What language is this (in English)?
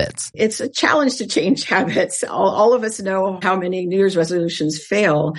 English